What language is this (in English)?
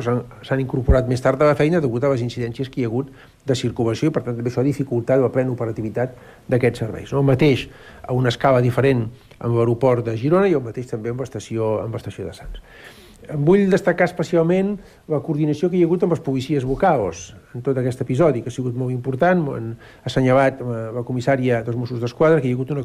Catalan